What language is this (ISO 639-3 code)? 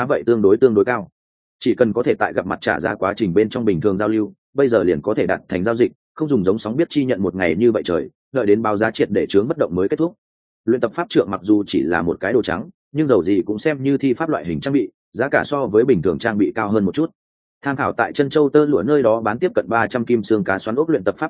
vie